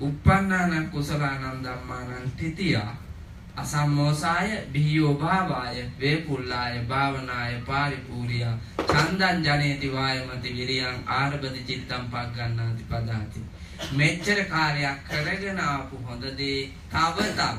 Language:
Sinhala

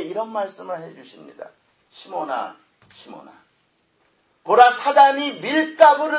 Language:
Korean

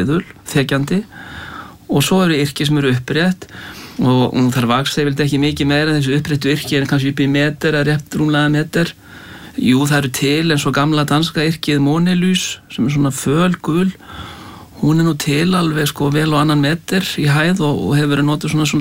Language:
Icelandic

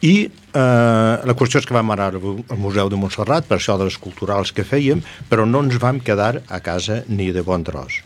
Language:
Catalan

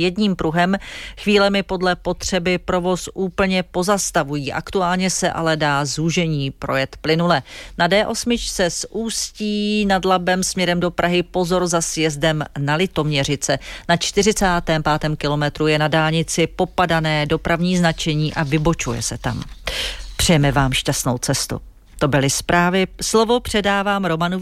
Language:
Czech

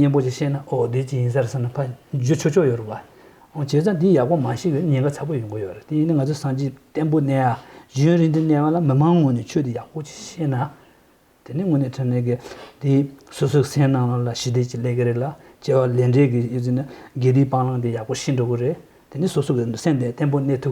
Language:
Tuvinian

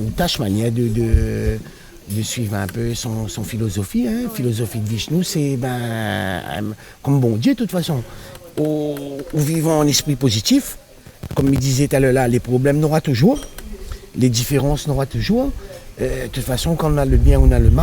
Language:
Réunion Creole French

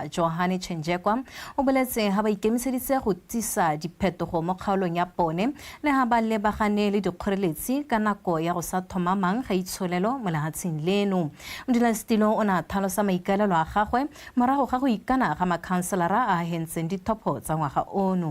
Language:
Tswana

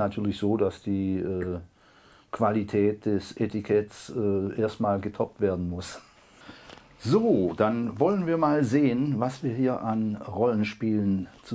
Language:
German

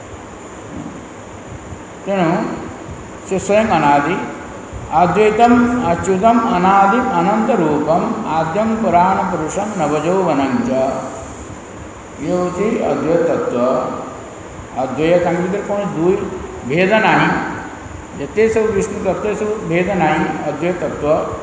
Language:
Odia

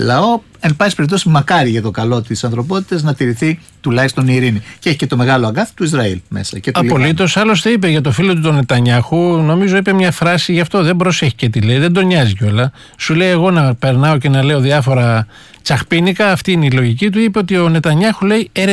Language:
Greek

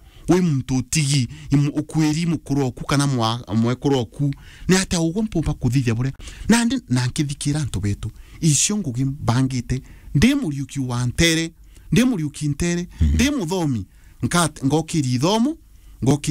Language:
Meru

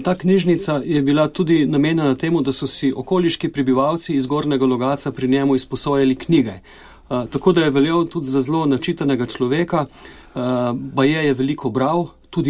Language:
Slovenian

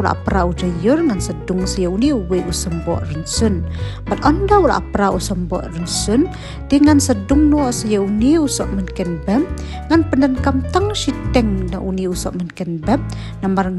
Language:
Khasi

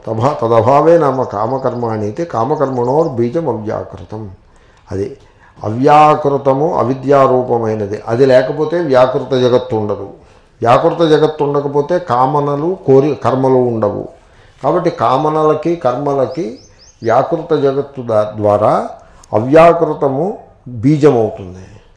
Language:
Telugu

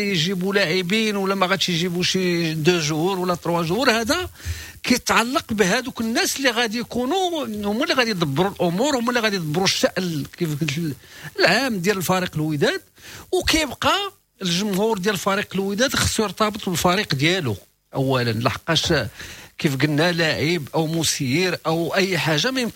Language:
Moroccan Arabic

